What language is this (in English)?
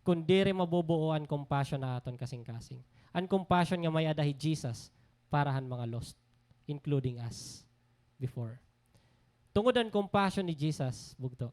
Waray